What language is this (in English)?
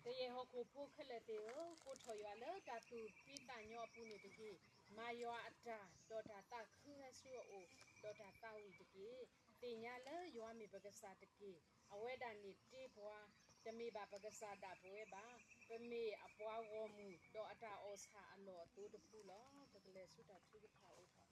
S'gaw Karen